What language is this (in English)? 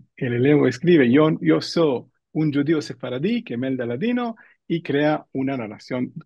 Ladino